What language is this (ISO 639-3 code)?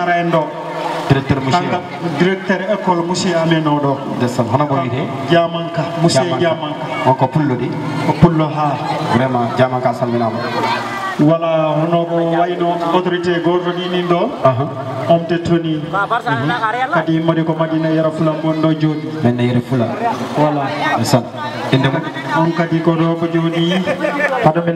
ful